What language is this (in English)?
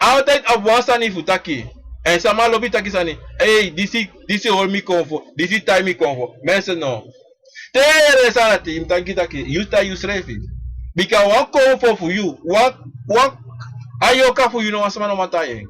Sranan Tongo